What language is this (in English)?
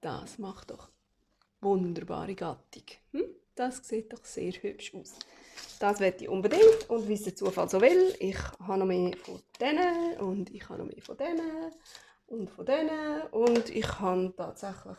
Swiss German